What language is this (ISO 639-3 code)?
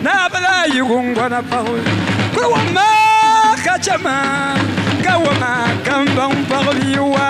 dag